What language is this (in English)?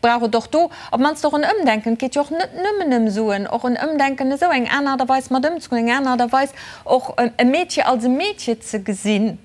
Luxembourgish